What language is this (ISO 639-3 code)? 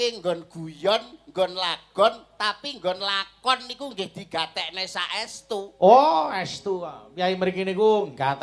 jav